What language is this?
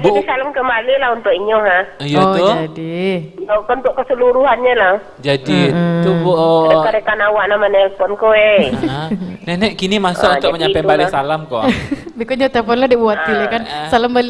Minangkabau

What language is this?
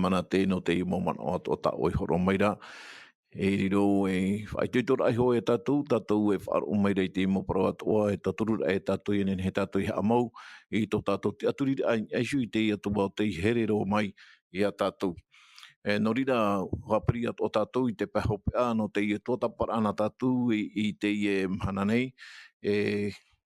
Tahitian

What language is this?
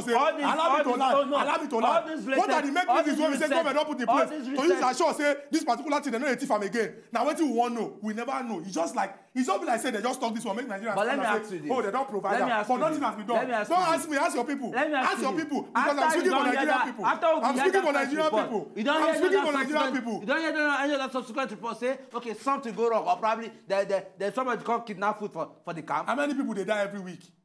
Nigerian Pidgin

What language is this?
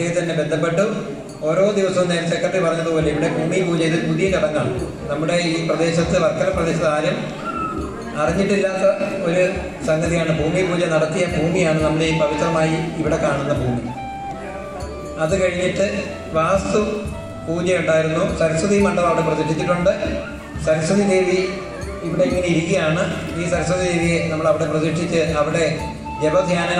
Malayalam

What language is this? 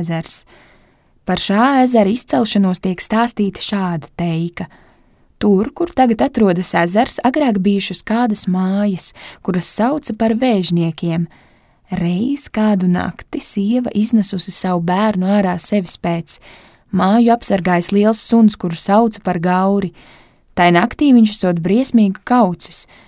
Latvian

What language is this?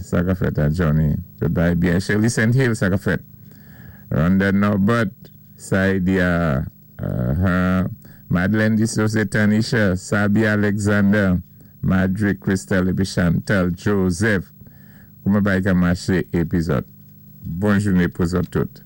Saint Lucian Creole French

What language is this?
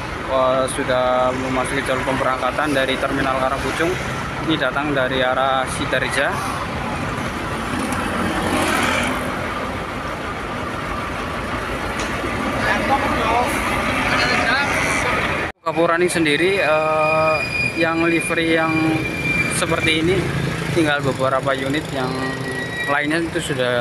Indonesian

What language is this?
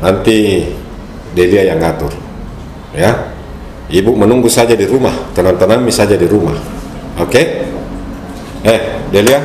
Makassar Malay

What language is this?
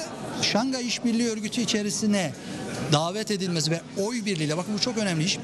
Turkish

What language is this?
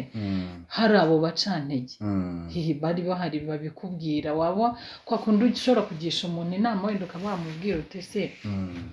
Kinyarwanda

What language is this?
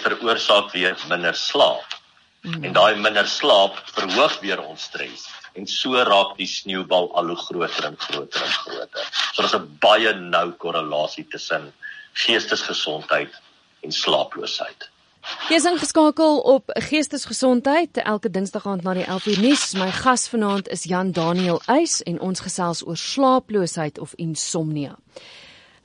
Afrikaans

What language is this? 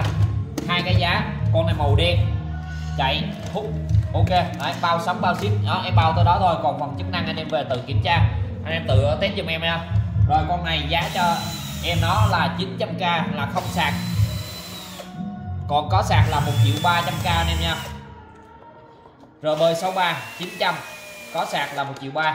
Vietnamese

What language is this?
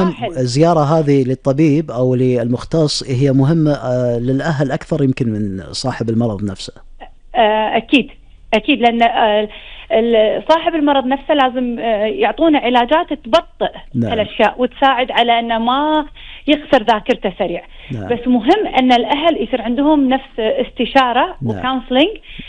Gulf Arabic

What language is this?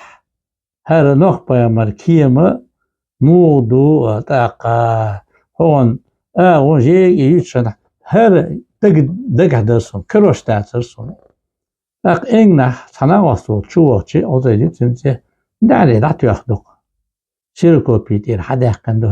Chechen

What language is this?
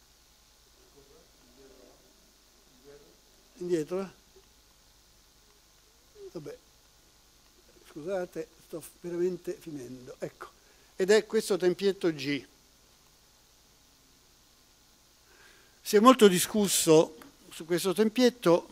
Italian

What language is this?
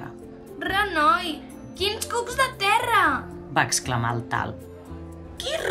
Catalan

